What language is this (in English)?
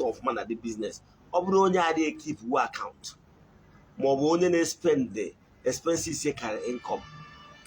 Igbo